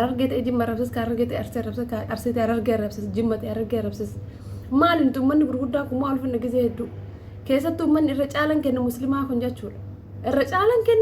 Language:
Oromo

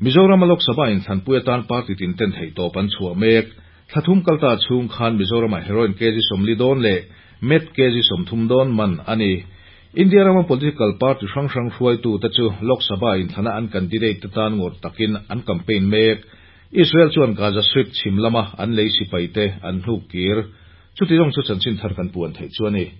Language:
Mizo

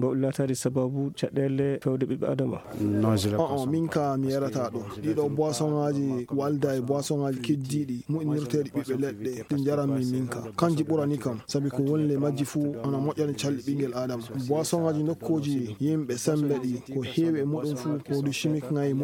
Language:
Fula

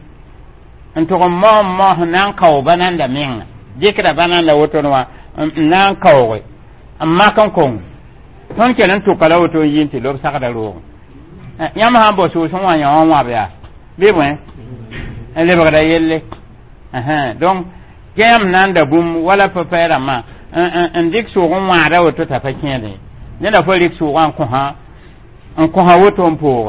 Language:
Mossi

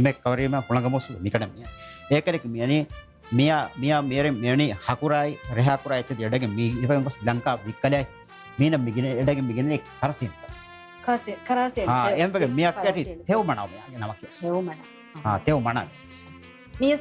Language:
Divehi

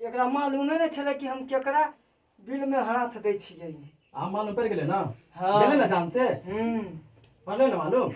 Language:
Maithili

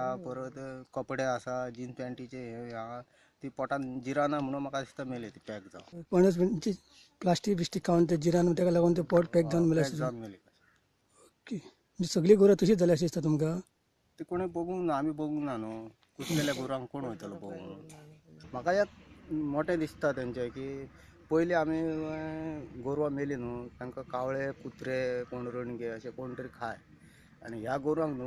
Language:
Konkani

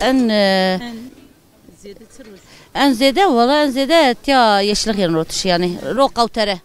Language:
Zaza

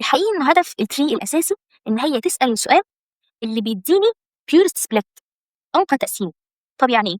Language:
Egyptian Arabic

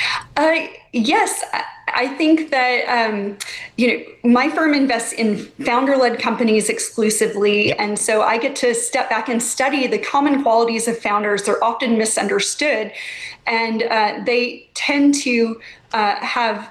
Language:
English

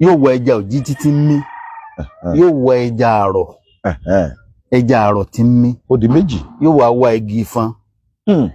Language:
Yoruba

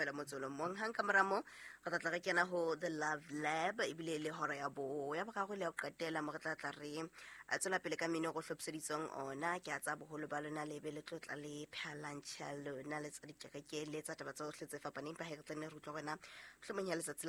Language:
Southern Sotho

